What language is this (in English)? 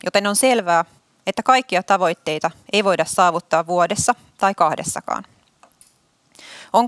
Finnish